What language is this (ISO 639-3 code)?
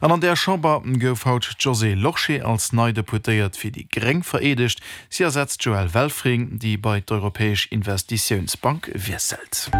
ltz